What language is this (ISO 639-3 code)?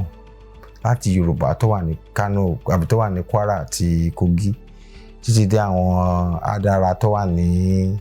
yor